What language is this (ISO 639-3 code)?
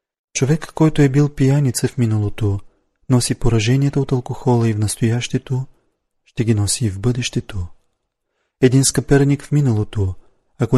bul